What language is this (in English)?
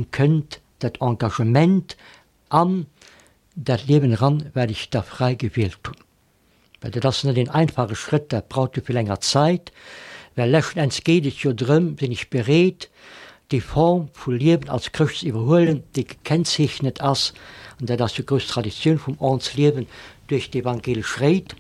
Luxembourgish